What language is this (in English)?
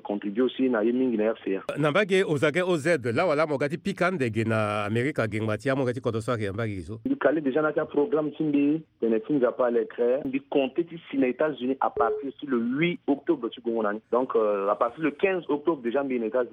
Sango